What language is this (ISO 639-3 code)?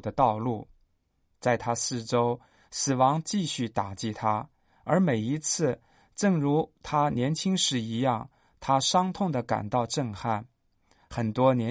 zho